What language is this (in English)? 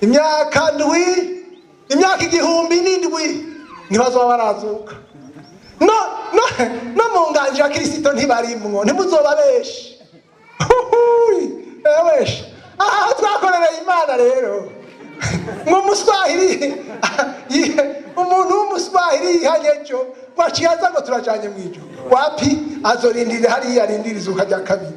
Rundi